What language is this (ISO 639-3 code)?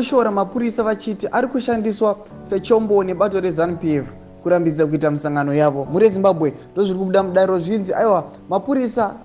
sna